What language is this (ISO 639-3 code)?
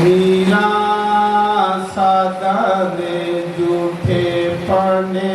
doi